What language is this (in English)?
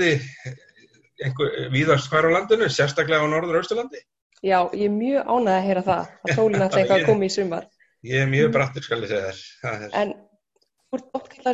Icelandic